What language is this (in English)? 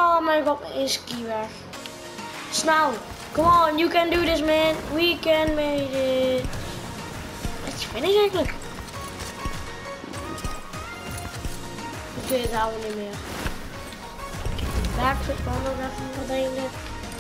Dutch